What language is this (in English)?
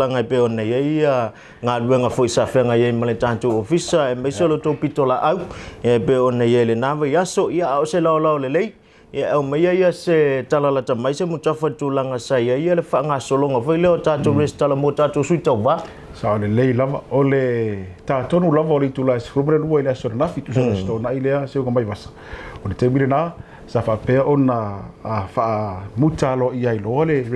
Samoan